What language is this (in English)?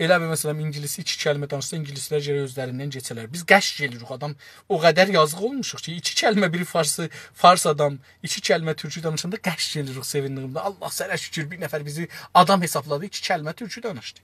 South Azerbaijani